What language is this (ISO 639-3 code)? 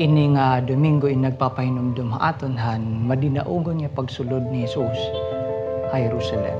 war